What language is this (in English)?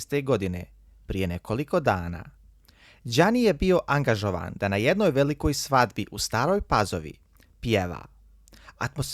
Bosnian